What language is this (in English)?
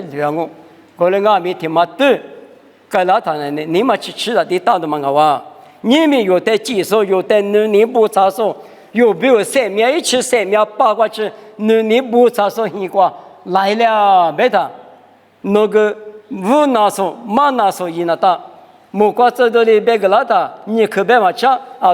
Lisu